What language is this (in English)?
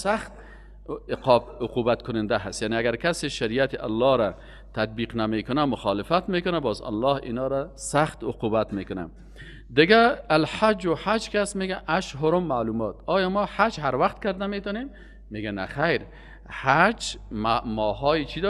Persian